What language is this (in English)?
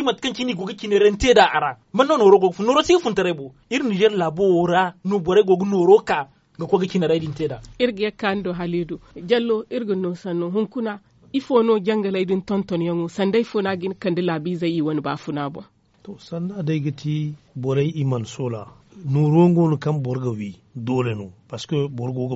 Zarma